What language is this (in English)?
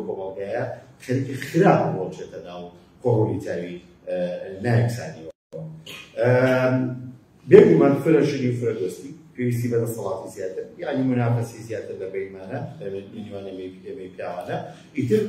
Central Kurdish